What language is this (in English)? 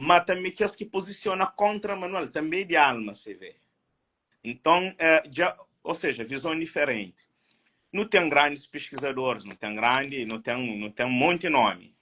Kabuverdianu